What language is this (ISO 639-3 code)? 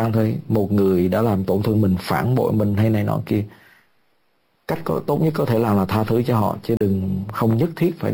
vie